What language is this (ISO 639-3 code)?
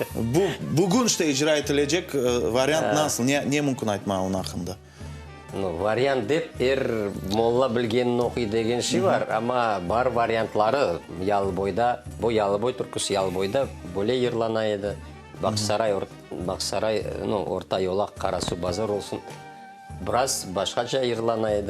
crh